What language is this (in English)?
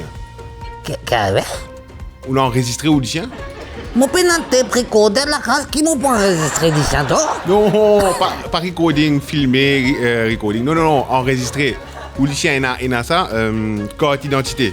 Morisyen